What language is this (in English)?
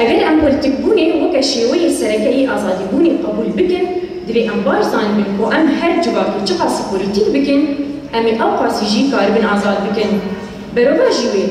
Kurdish